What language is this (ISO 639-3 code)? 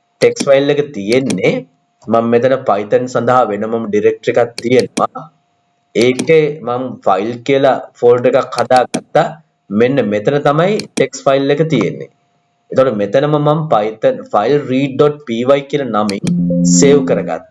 sin